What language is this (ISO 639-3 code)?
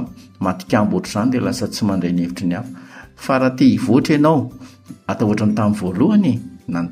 mlg